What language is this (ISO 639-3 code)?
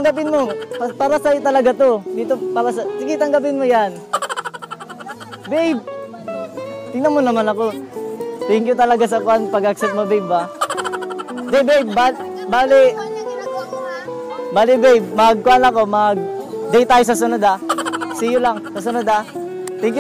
fil